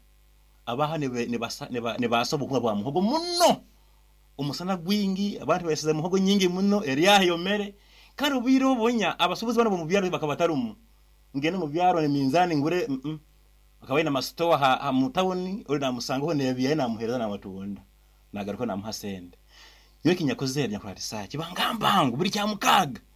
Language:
Nyoro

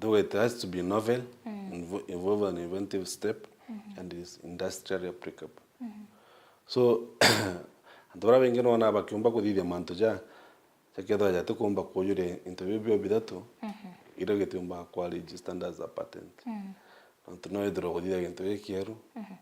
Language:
Meru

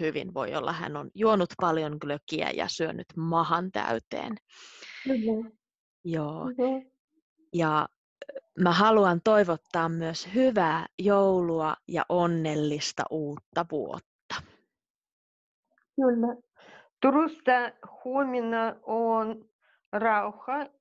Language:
Finnish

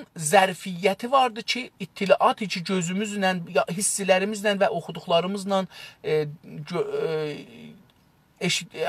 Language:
South Azerbaijani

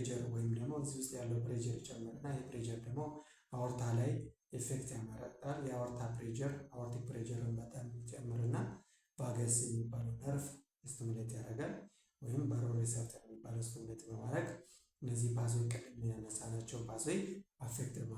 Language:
Amharic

